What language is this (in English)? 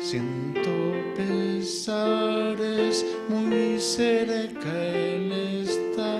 South Bolivian Quechua